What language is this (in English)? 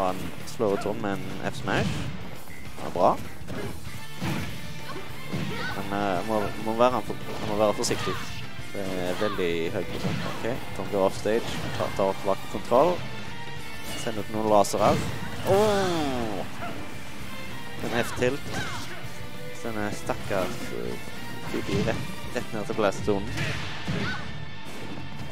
Norwegian